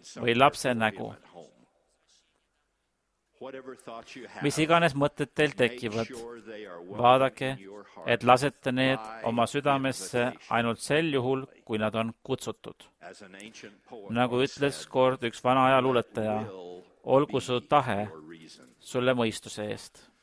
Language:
Estonian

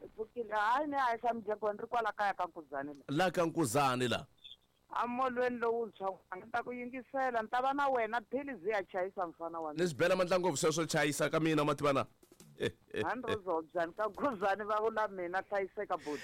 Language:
Tsonga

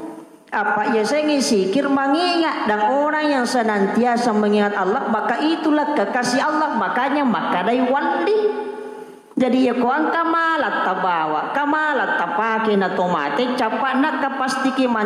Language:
Buginese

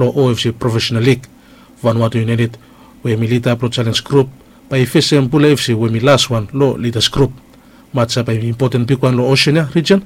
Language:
Bislama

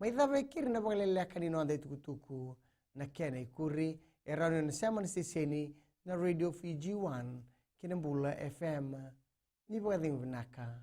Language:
Fijian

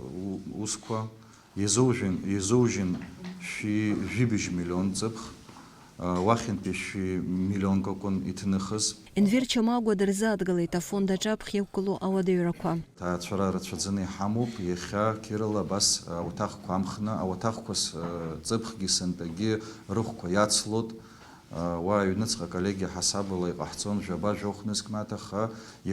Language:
Abkhazian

